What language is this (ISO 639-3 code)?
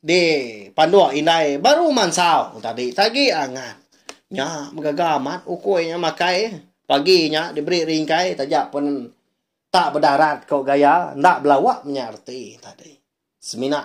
iba